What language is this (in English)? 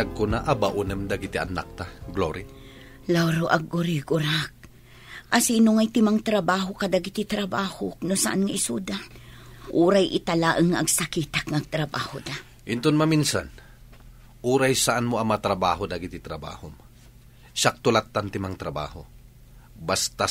Iloko